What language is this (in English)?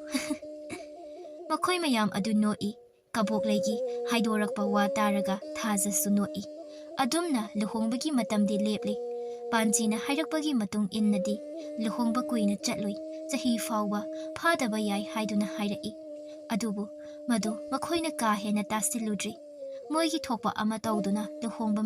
Manipuri